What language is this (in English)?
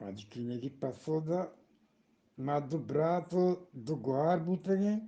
Eastern Balochi